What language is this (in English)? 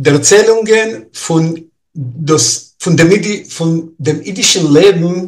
Yiddish